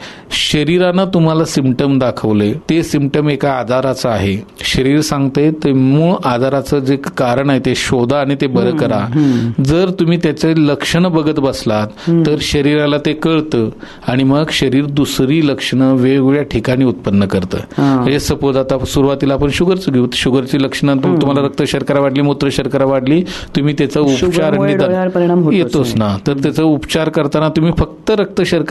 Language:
Marathi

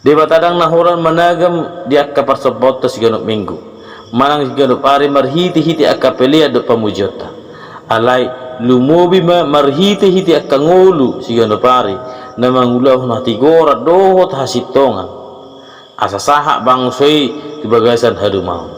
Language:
Batak Toba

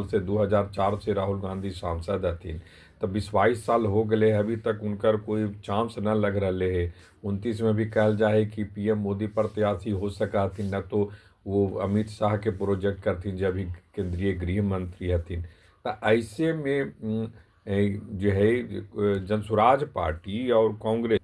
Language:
Magahi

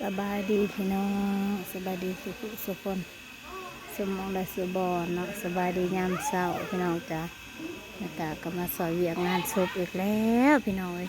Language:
Northeastern Thai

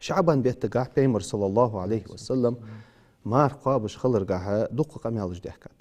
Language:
Ingush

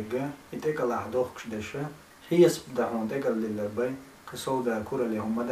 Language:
Chechen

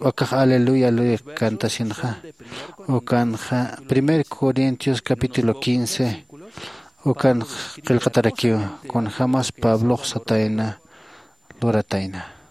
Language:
Aymara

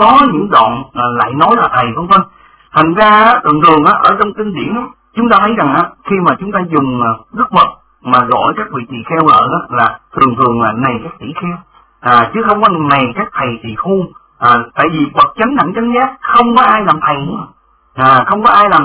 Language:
Vietnamese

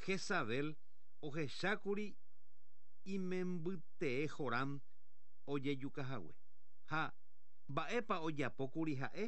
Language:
Guarani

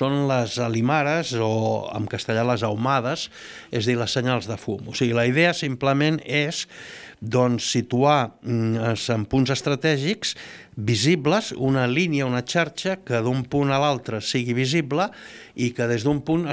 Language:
Catalan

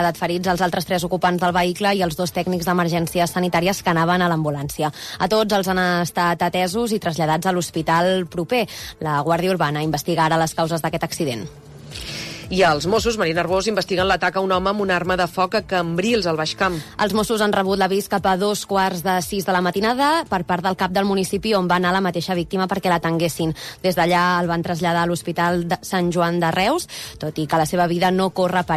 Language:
Catalan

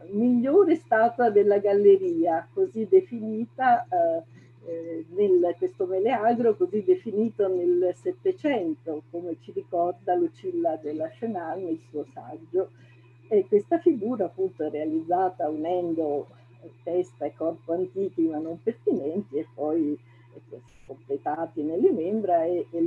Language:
Italian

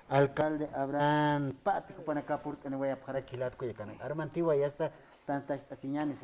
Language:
Aymara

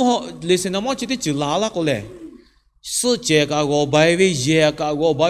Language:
Lahu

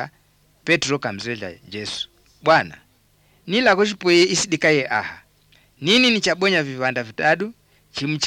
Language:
Swahili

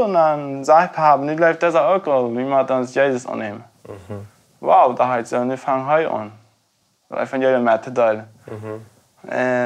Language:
Plautdietsch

